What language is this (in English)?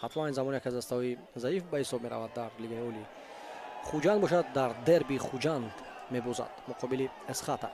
Tajik